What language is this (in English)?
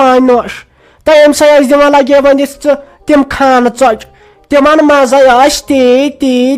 Kashmiri